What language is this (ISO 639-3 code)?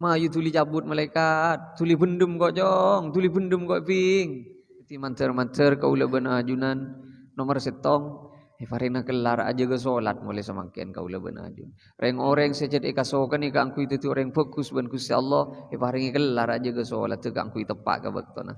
mad